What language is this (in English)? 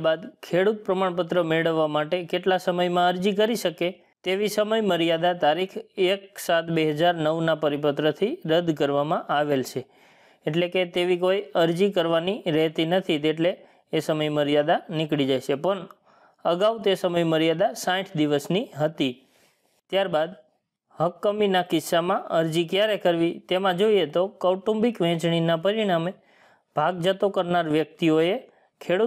Gujarati